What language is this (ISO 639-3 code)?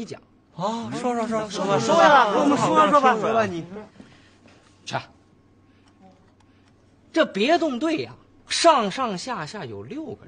zho